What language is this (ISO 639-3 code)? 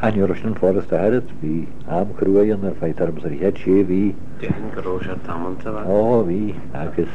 gle